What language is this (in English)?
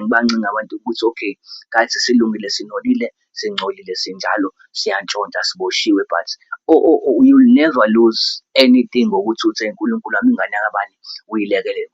Zulu